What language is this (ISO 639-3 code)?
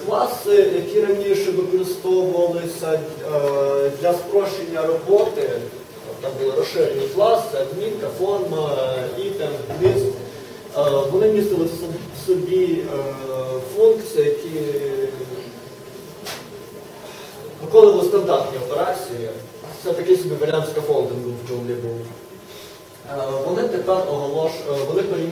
ukr